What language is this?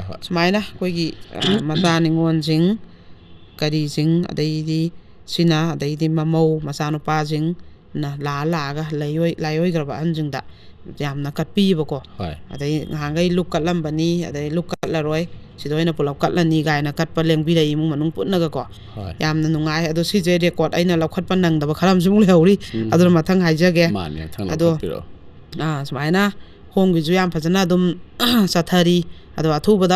Manipuri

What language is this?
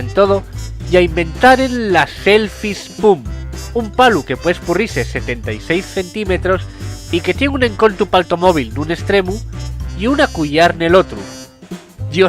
Asturian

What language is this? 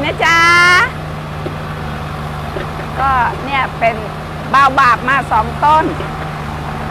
Thai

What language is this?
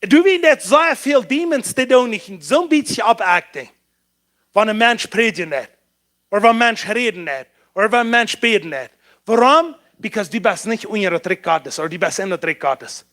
Plautdietsch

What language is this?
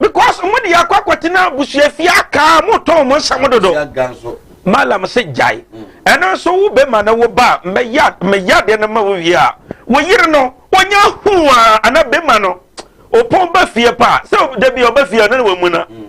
Akan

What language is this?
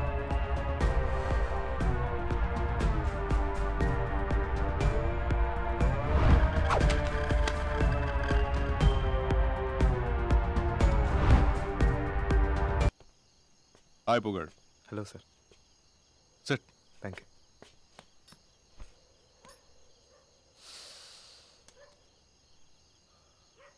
Tamil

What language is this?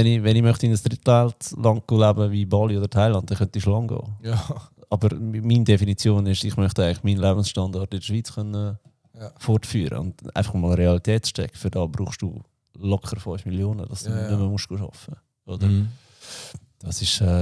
Swiss German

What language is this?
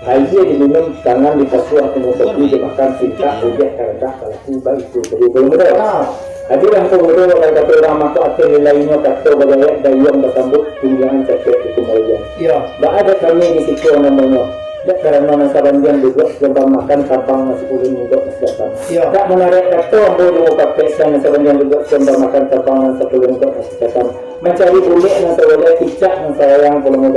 Minangkabau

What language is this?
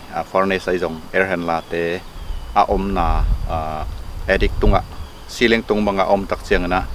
Tedim Chin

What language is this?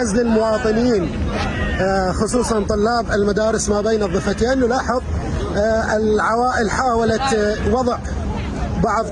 Mesopotamian Arabic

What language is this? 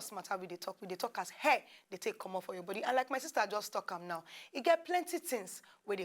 Nigerian Pidgin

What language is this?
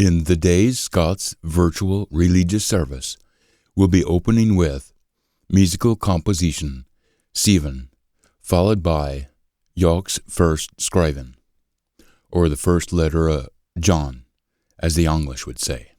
Scots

